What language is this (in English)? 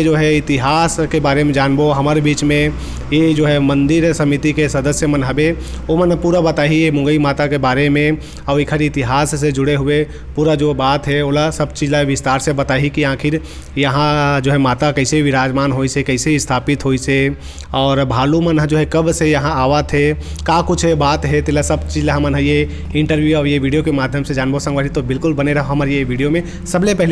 Chhattisgarhi